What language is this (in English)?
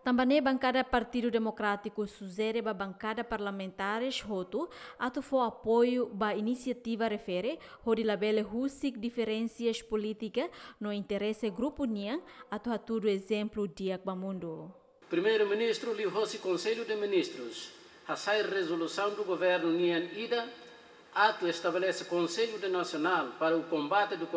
Tetum